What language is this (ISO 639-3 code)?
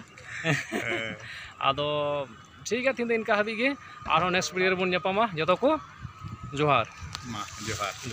sat